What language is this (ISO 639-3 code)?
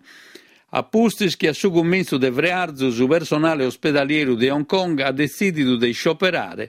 srd